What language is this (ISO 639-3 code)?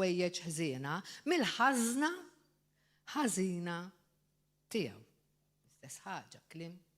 mlt